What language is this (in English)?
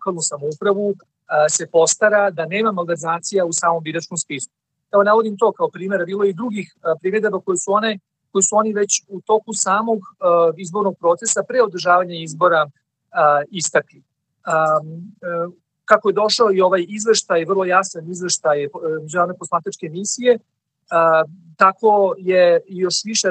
Serbian